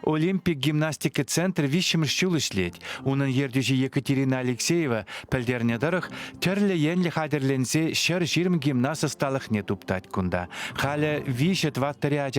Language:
Chuvash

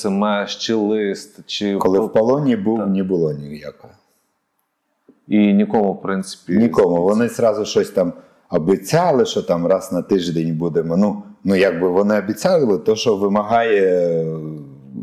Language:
Ukrainian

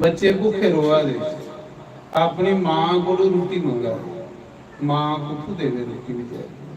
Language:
Dogri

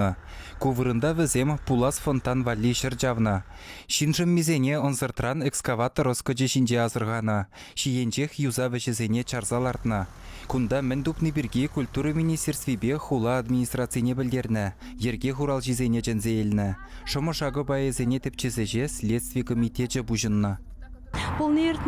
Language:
Chuvash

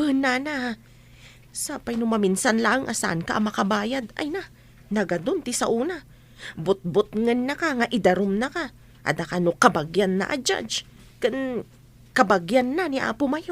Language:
Iloko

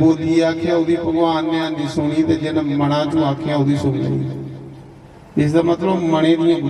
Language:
Dogri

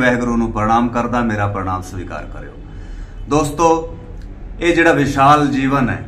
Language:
Punjabi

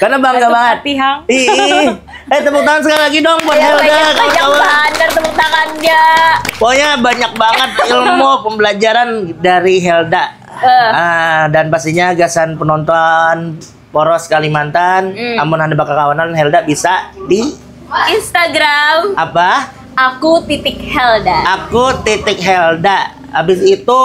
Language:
Banjar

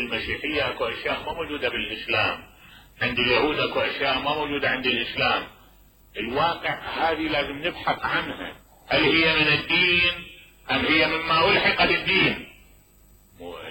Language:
Mesopotamian Arabic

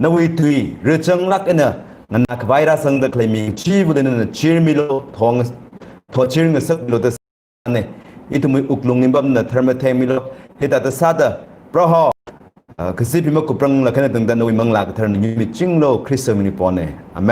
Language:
Tangkhul Naga (India)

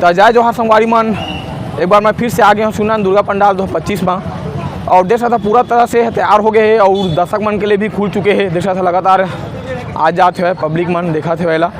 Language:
Chhattisgarhi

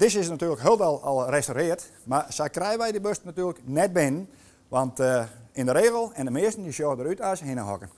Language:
Western Frisian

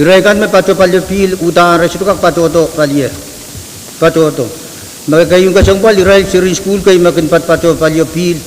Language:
Pohnpeian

